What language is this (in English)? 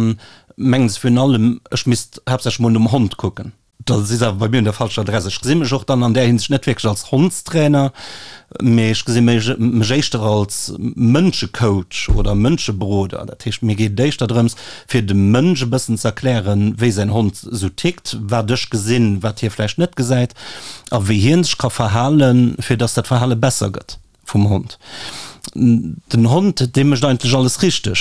Luxembourgish